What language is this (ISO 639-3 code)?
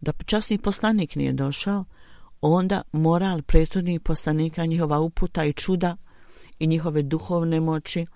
bos